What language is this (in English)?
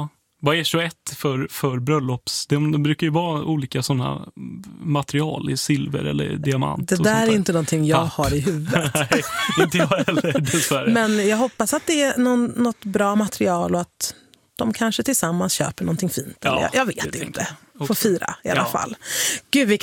Swedish